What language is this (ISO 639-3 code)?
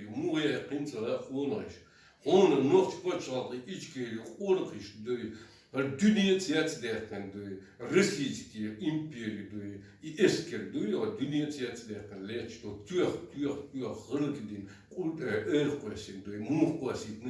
che